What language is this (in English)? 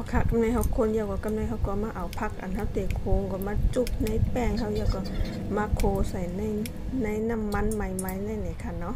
Shan